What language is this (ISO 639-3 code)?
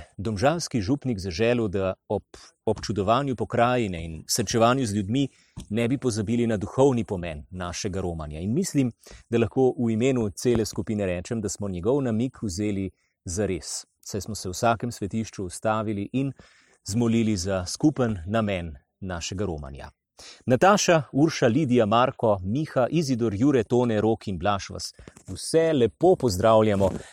slv